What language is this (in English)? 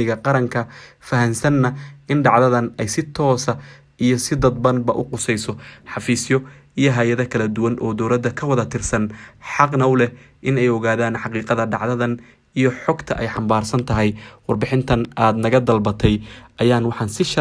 Somali